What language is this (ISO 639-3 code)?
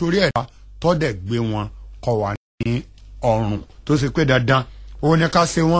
yor